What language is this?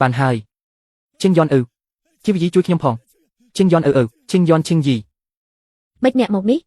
Khmer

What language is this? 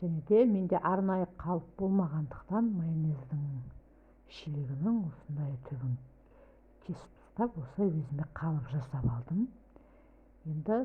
Kazakh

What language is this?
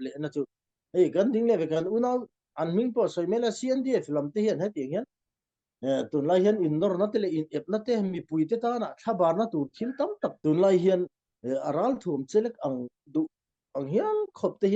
Falam Chin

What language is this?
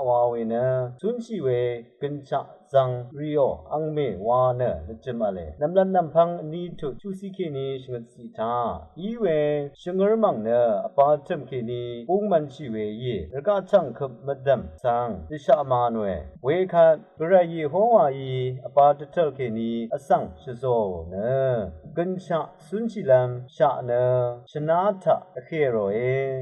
Rawang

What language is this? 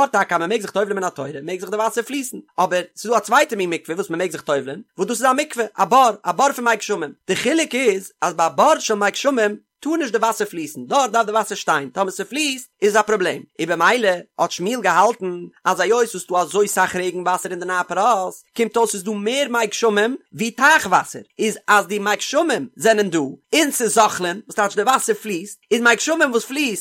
Yiddish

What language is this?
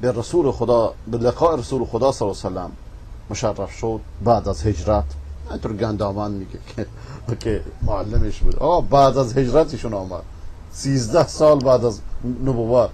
Persian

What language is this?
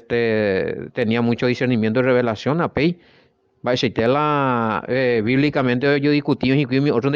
Guarani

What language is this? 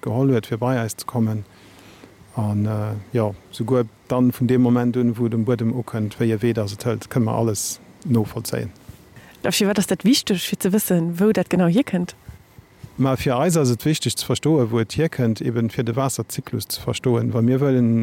Luxembourgish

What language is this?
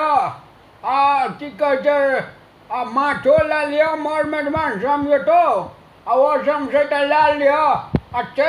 Maithili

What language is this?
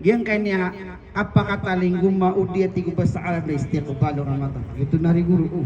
Maranao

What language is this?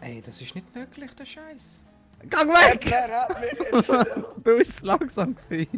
Swiss German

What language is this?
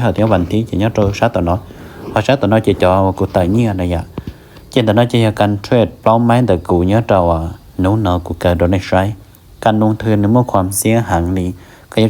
Hmong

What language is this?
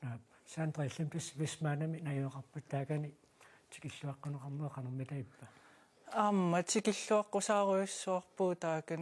Kalaallisut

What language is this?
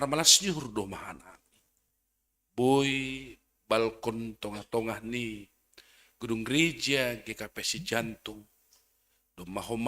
Batak Simalungun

